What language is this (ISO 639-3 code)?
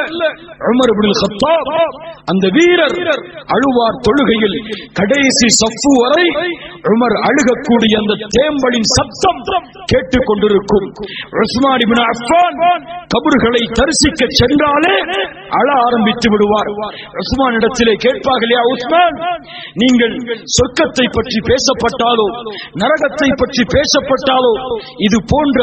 tam